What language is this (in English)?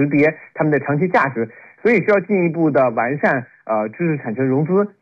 Chinese